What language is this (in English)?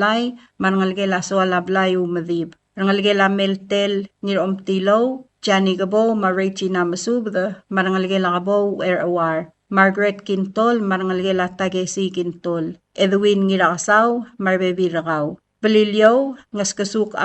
Palauan